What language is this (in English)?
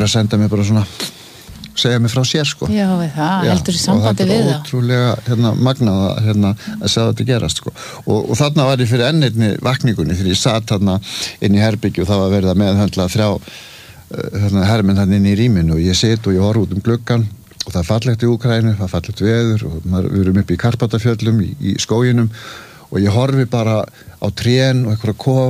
Icelandic